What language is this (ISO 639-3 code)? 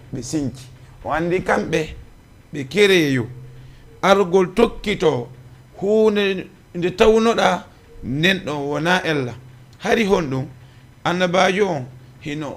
ful